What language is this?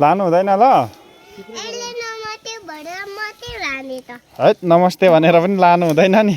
Nepali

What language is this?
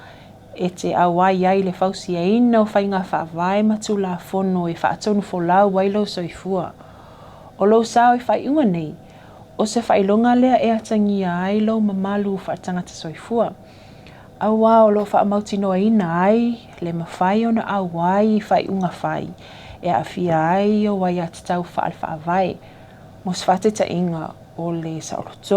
Samoan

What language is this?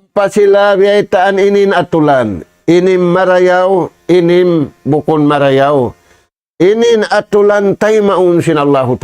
Tausug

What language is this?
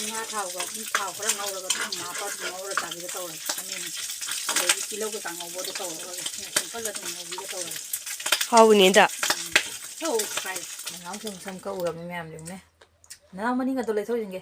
Manipuri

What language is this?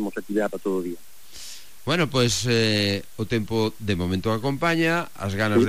Galician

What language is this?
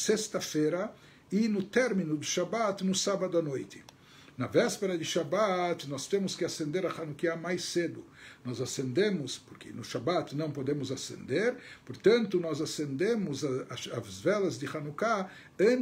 Portuguese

